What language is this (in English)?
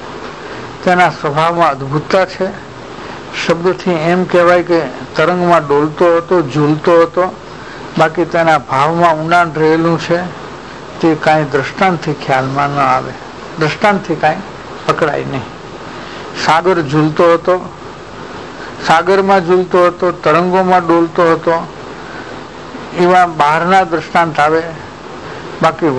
Gujarati